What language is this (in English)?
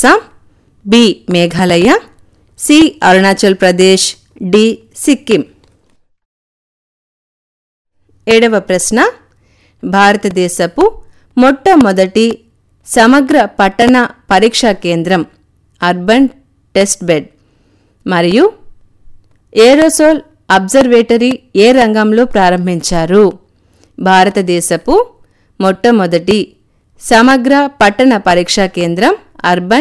Telugu